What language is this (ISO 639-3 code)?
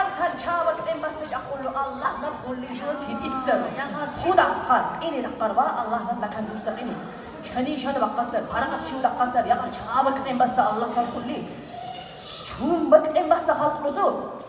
lbe